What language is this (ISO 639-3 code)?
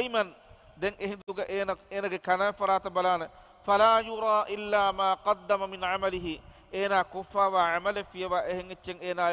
div